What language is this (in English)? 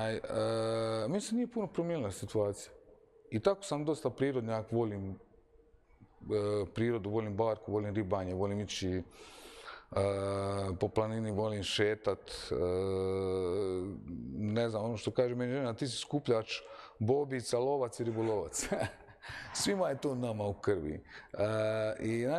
Croatian